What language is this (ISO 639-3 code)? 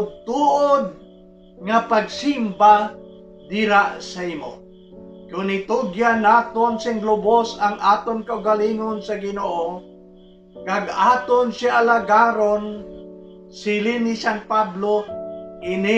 hil